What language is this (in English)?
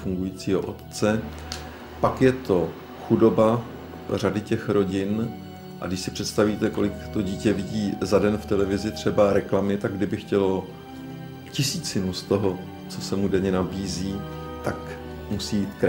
Czech